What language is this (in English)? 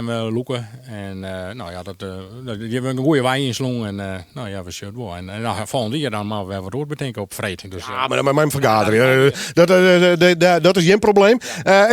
Western Frisian